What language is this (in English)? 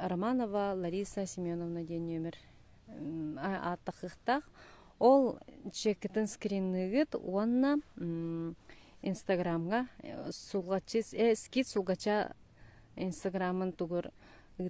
Yakut